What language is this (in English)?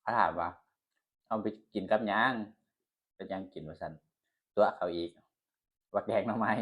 Northeastern Thai